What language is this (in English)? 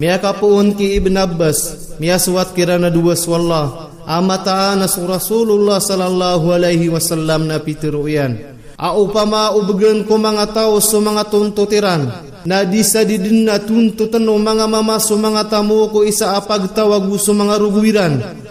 Maranao